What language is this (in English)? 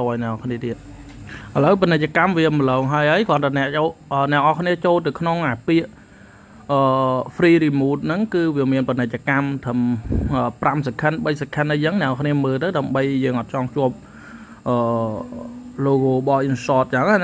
Khmer